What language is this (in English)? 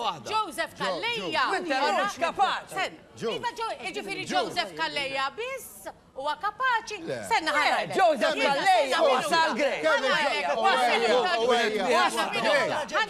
Maltese